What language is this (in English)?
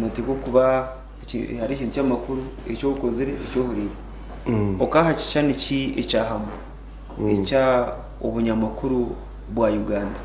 Nyankole